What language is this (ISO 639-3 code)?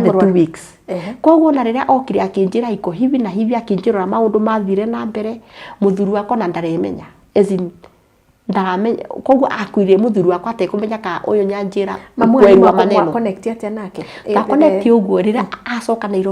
kik